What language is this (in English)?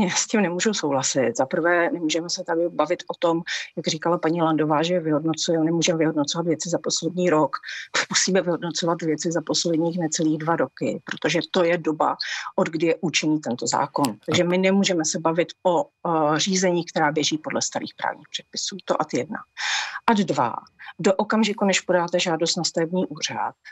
Czech